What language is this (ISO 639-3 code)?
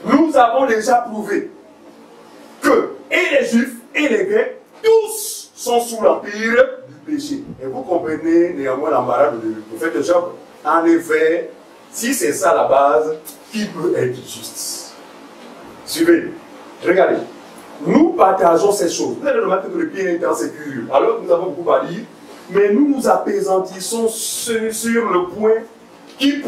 fra